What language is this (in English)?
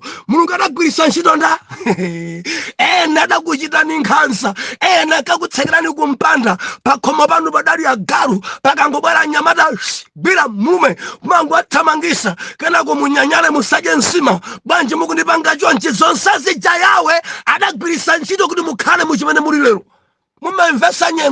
Nyanja